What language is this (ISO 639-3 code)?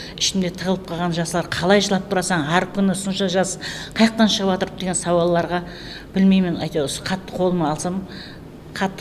kaa